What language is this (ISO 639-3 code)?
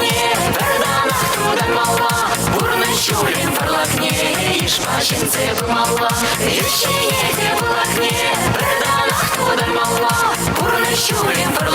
chv